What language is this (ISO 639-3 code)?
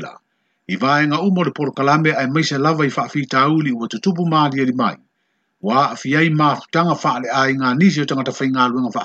smo